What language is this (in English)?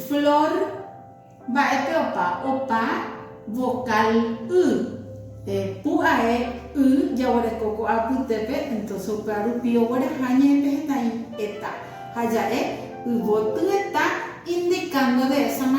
Guarani